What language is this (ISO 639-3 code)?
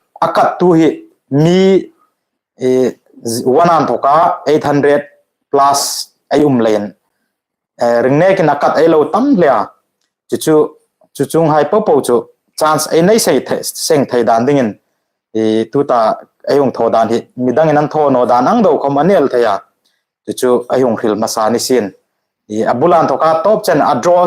hmr